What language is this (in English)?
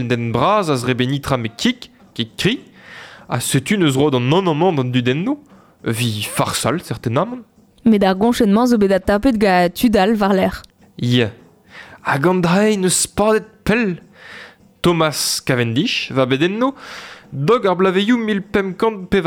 Breton